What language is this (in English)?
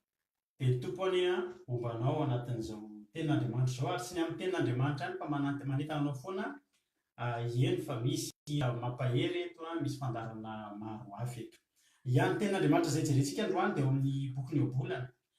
Malagasy